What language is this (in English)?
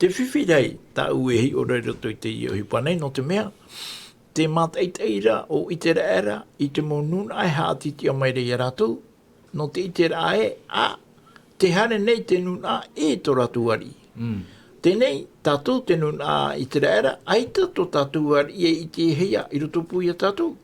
Tahitian